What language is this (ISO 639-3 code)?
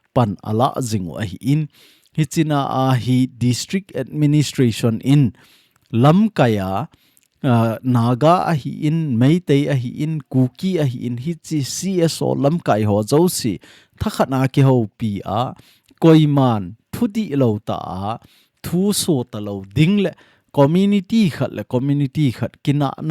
tcz